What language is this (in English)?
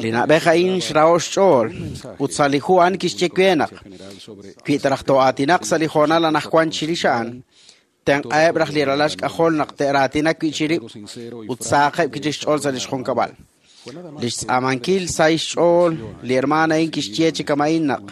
Kekchí